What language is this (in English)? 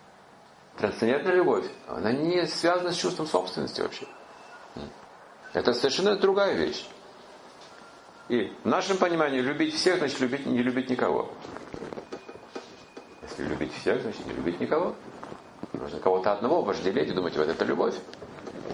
Russian